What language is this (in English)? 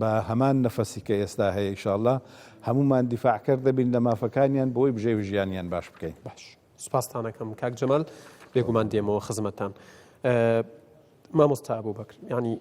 Central Kurdish